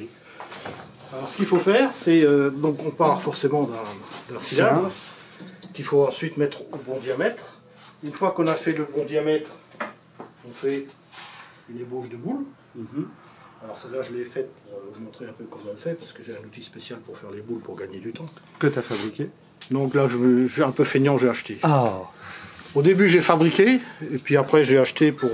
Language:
French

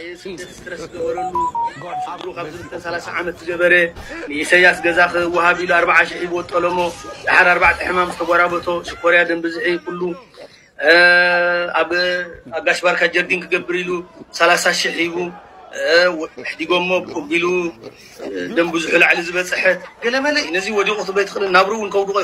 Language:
Tigrinya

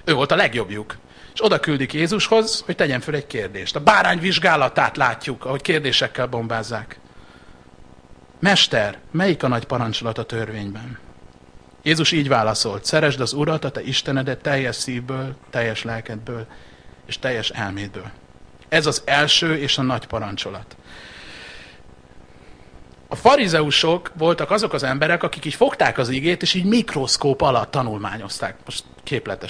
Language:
Hungarian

